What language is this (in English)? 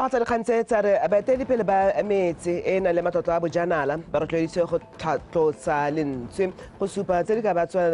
Tswana